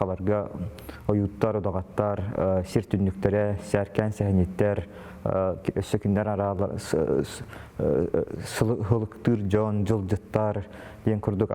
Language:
Yakut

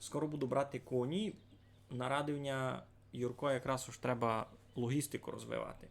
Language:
Rusyn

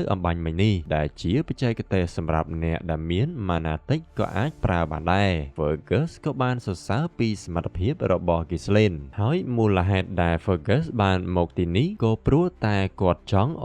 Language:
Khmer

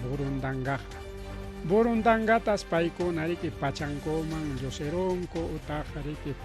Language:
Ayacucho Quechua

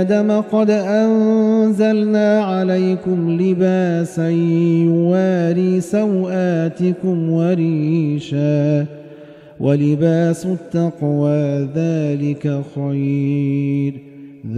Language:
Arabic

